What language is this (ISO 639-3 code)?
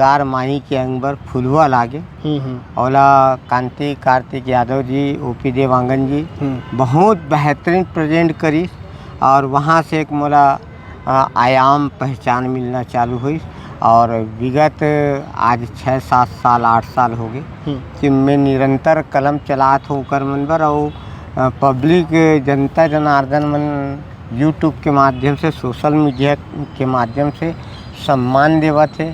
hne